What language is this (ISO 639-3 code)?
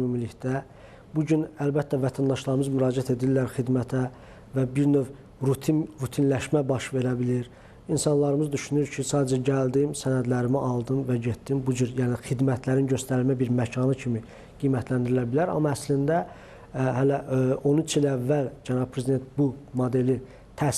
aze